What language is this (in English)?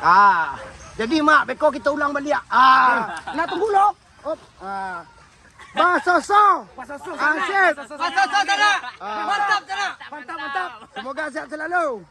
Minangkabau